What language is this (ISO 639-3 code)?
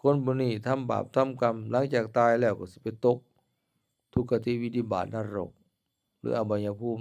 lao